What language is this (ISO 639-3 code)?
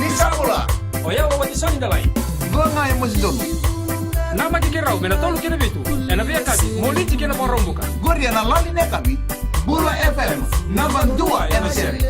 fij